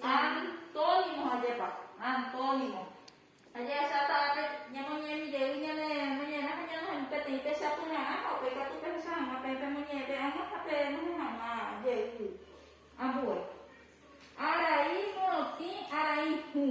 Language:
Guarani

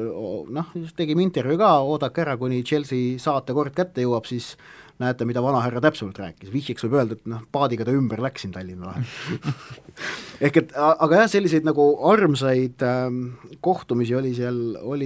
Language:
Estonian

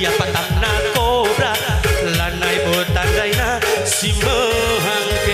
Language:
Batak Karo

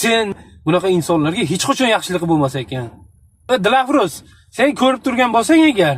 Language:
Uzbek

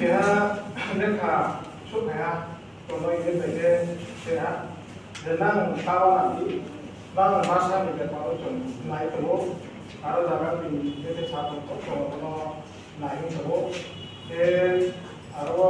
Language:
Riang (India)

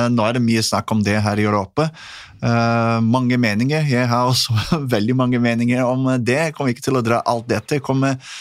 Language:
Norwegian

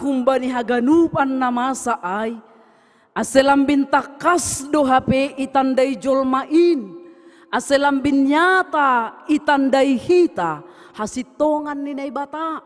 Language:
Batak Simalungun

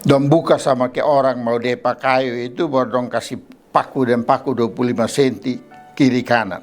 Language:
Kupang Malay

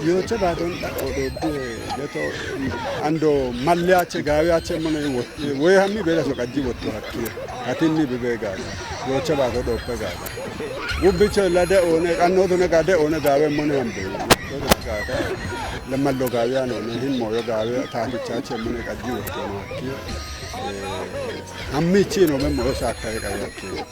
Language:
Kafa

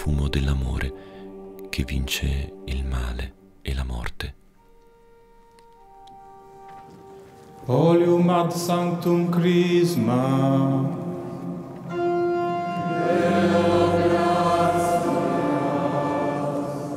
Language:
Italian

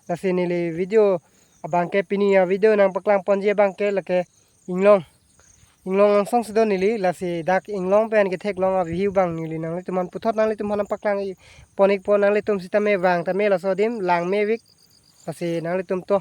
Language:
Karbi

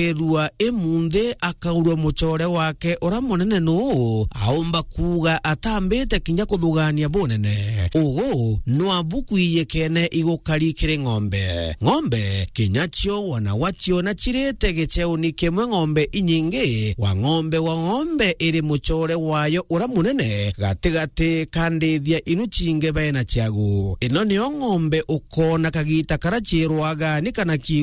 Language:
Meru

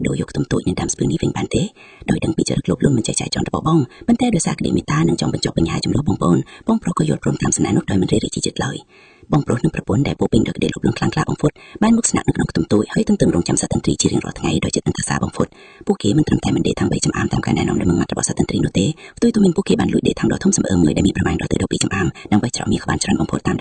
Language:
Khmer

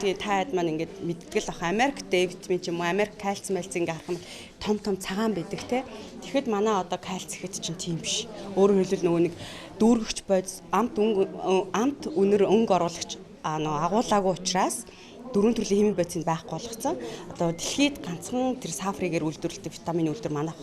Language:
Mongolian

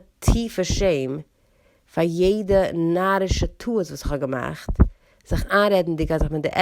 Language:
Yiddish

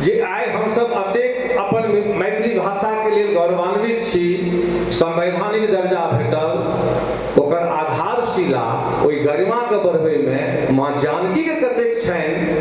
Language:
Maithili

